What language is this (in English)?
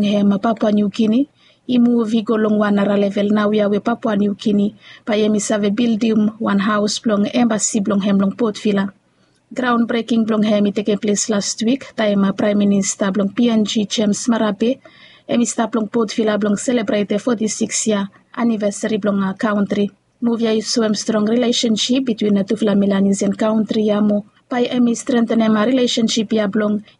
Bislama